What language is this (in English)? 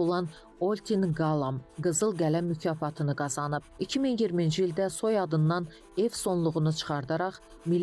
Azerbaijani